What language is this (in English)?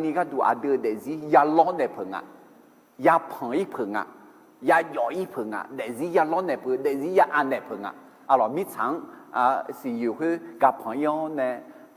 Akha